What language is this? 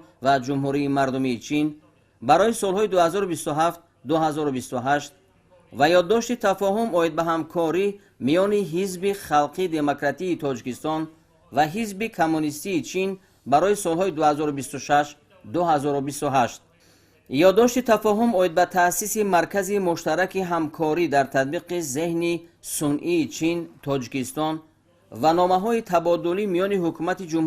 Tajik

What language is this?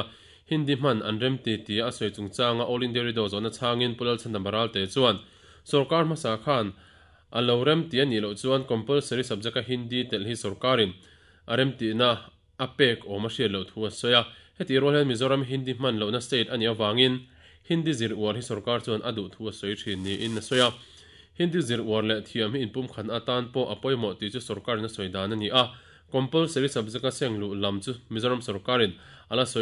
Mizo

